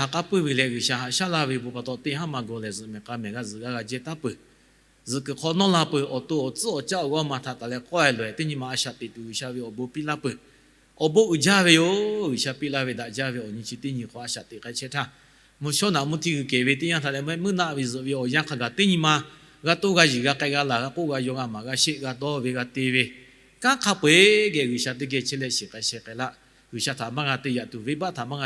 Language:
Lahu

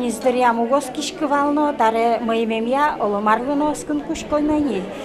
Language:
Udmurt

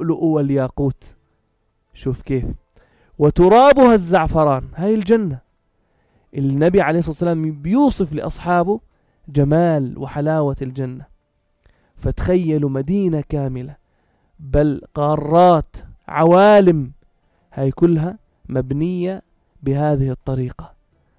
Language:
North Levantine Arabic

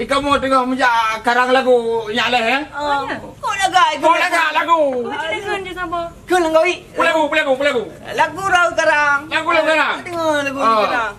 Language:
Achinese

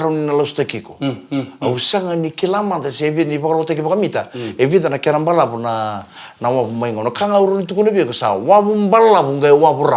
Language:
Fijian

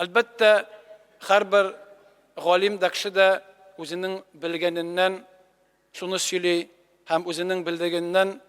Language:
Tatar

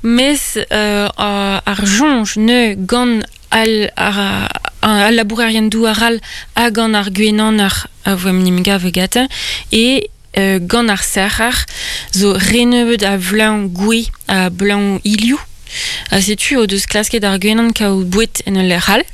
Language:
Breton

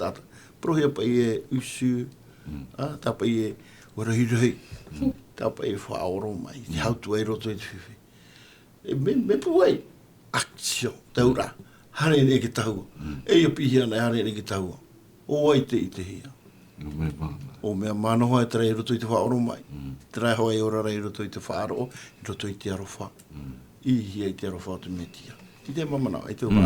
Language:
Tahitian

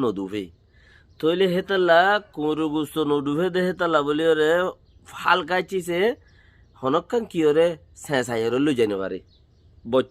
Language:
Rohingya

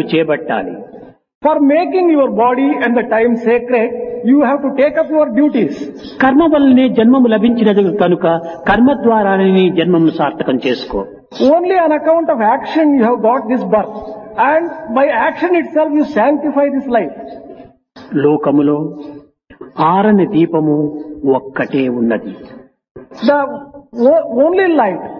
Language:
Telugu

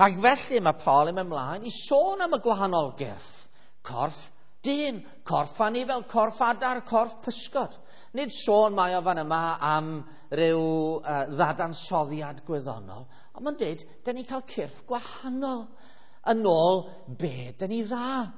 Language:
Welsh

